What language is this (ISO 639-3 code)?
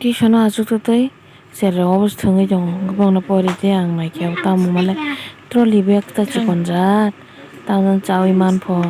trp